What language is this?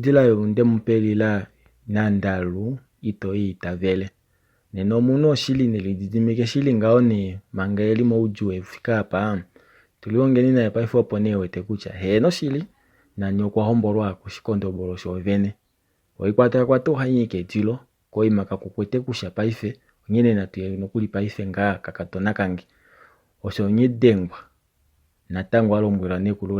Kuanyama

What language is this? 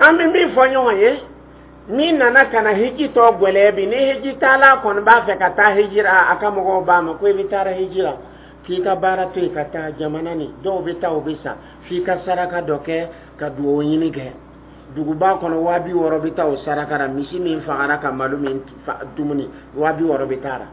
Dyula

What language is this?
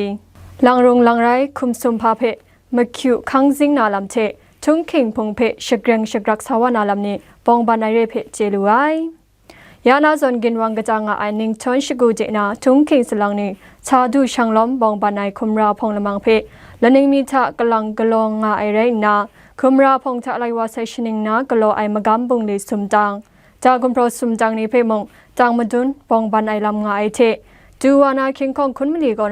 Kachin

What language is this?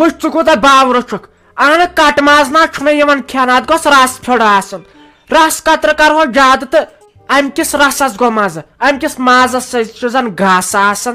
Kashmiri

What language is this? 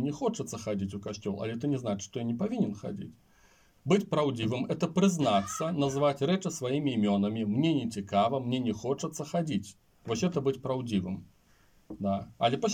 Belarusian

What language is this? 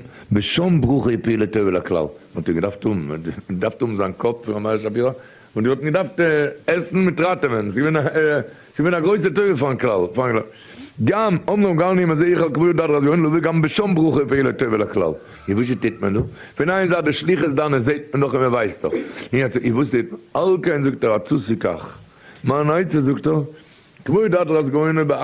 Yiddish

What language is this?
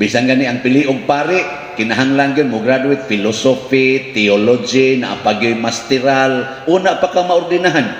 Cebuano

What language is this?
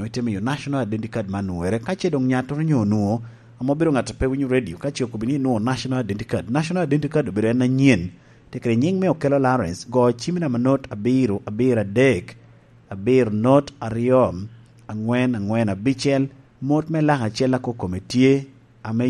Lango (Uganda)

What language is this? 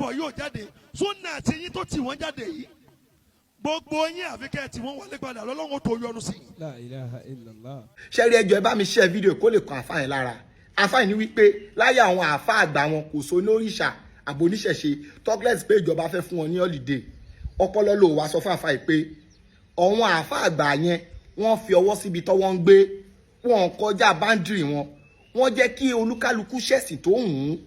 Yoruba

